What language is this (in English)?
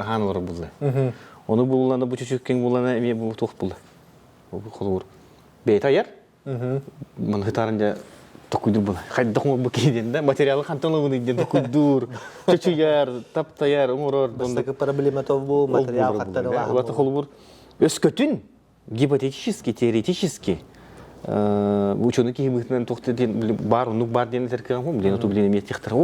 Yakut